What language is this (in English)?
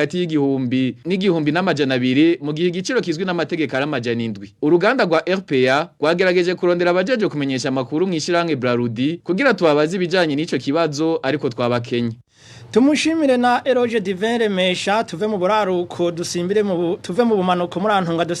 Rundi